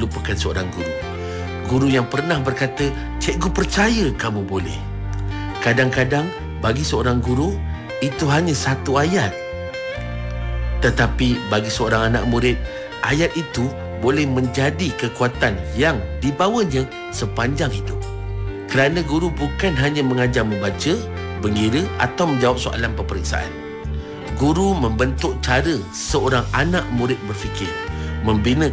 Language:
Malay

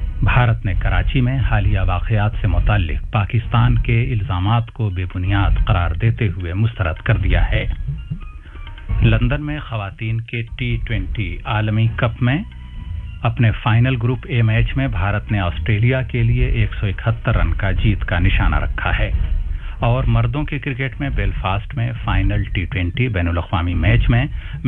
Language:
Urdu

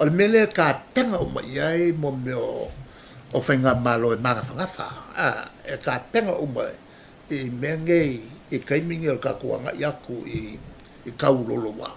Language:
Samoan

